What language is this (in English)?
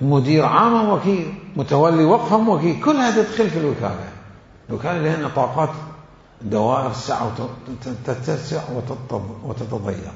Mesopotamian Arabic